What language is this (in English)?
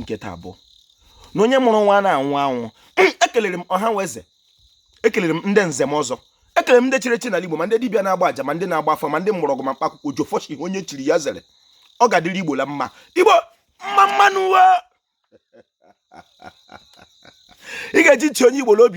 Igbo